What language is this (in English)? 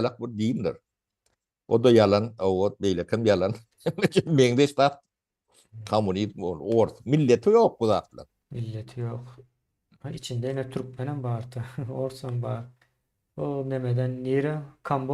Turkmen